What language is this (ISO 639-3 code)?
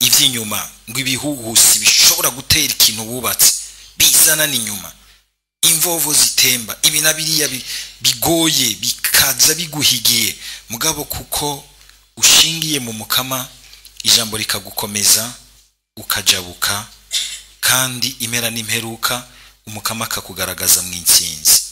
run